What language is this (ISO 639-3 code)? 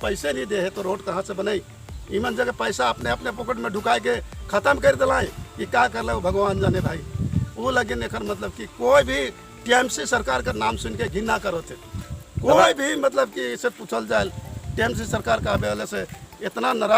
sck